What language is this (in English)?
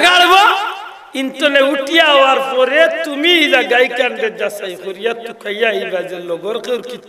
Sylheti